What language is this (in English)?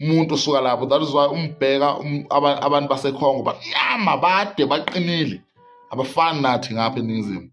Zulu